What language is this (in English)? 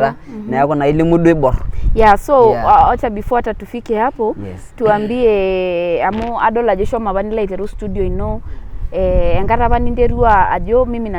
Masai